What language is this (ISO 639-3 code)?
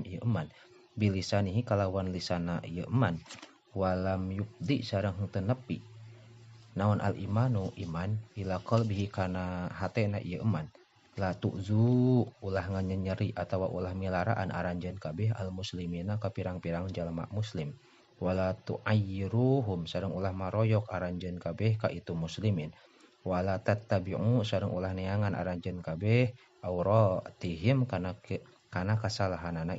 sun